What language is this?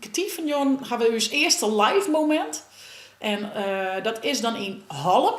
Western Frisian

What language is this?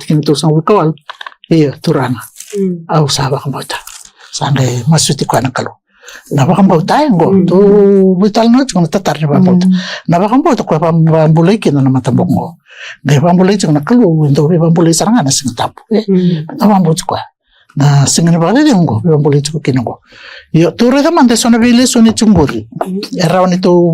Fijian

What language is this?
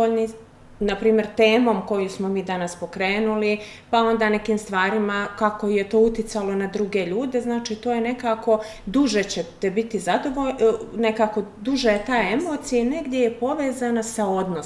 Bosnian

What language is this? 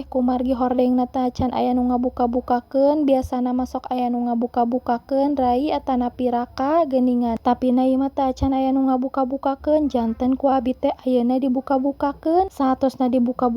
Sundanese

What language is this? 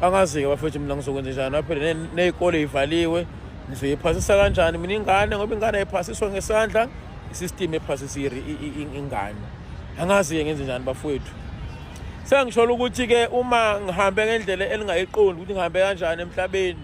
Zulu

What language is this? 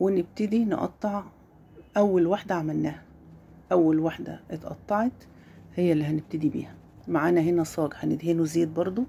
Egyptian Arabic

